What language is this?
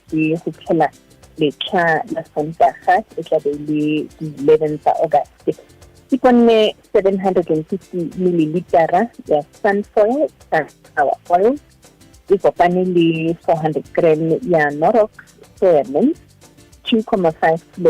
Tswana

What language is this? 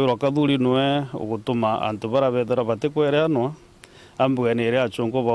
Meru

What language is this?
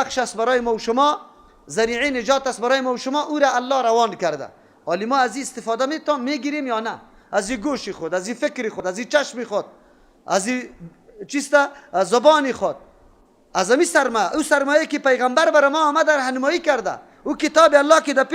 Persian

